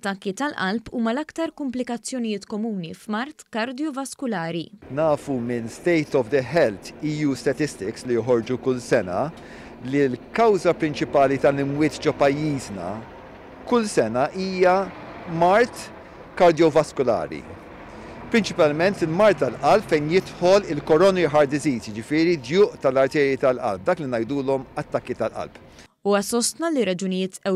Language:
Maltese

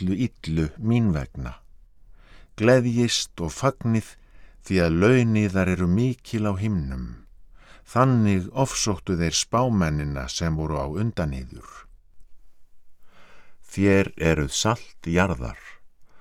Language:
Icelandic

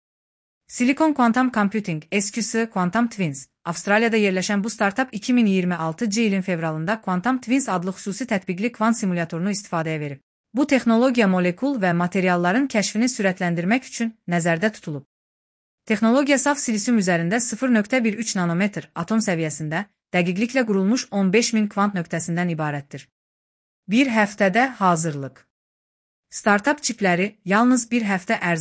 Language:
Azerbaijani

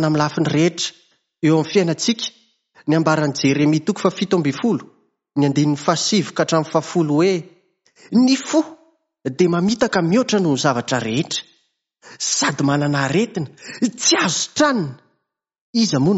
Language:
Malagasy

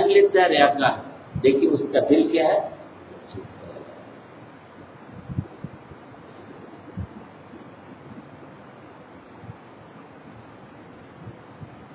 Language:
Urdu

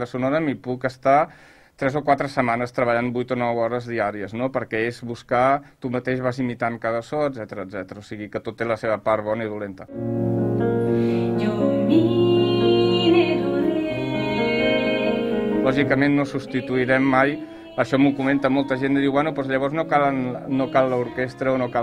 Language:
Catalan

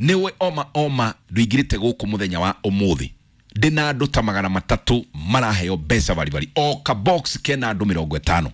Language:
Kikuyu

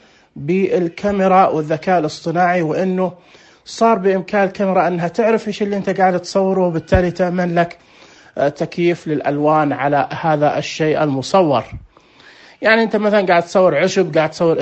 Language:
Najdi Arabic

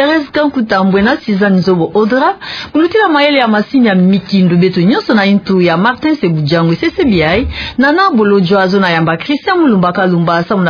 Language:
Kituba (Democratic Republic of Congo)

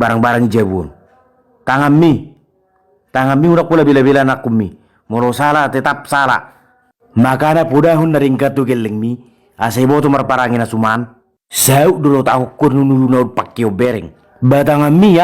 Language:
Batak Toba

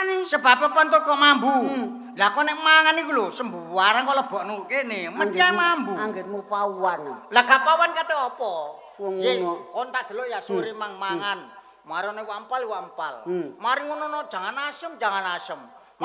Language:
Javanese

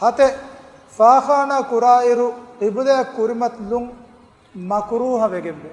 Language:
Divehi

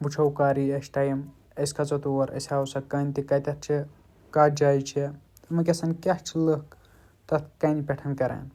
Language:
Kashmiri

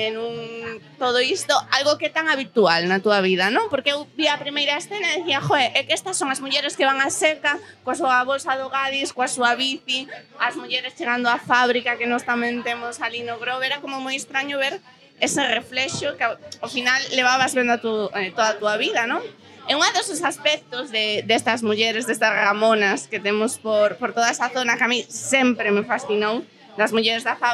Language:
Galician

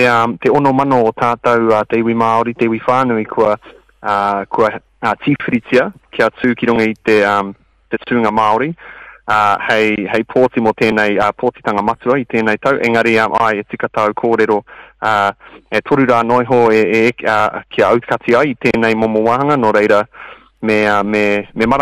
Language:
Māori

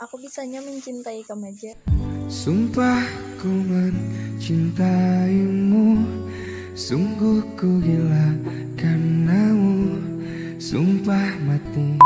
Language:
Banjar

